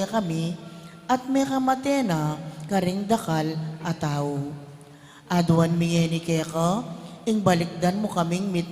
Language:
Pampanga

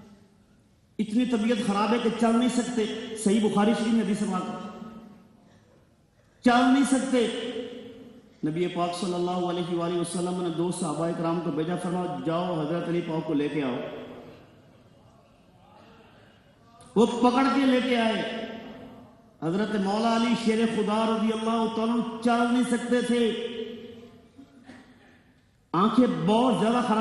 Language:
Urdu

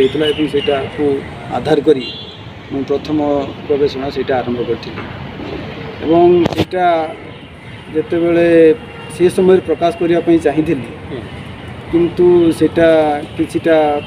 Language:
Odia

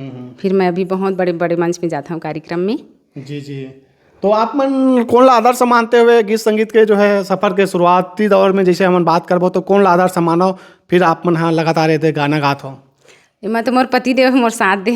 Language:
Chhattisgarhi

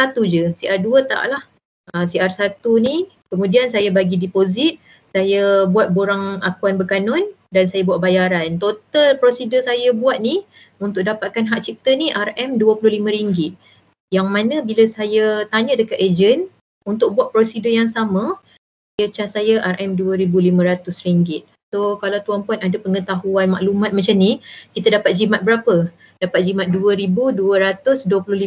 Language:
Malay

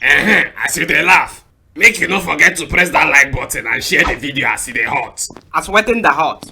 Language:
Nigerian Pidgin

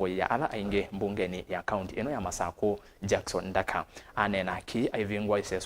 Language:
Kamba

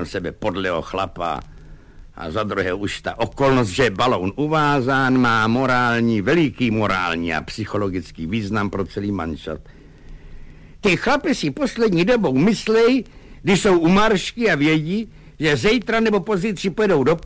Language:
Czech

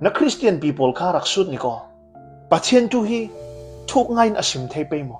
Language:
Falam Chin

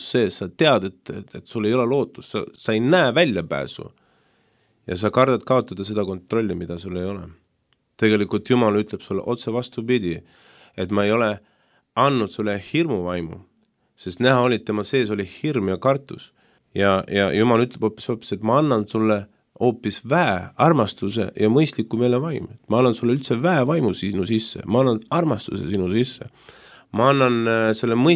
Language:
Estonian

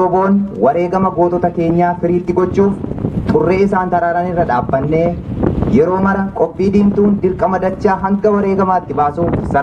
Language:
Oromo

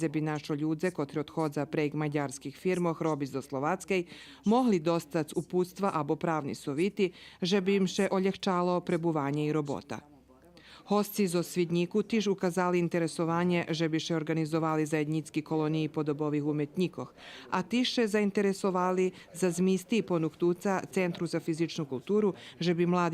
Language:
Rusyn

